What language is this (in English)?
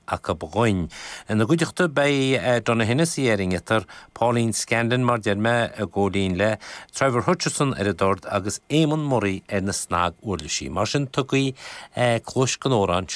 Irish